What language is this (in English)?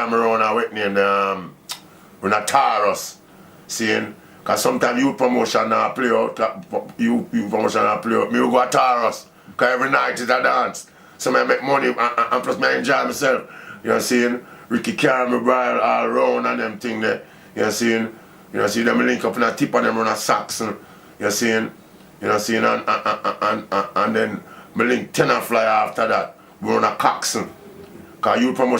Jamaican Creole English